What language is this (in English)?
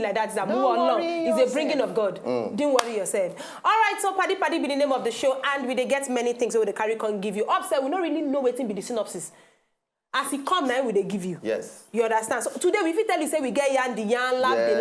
Nigerian Pidgin